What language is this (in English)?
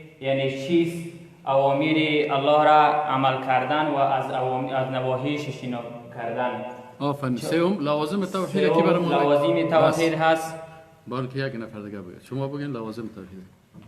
Persian